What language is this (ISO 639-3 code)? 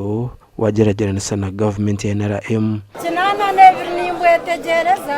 nyn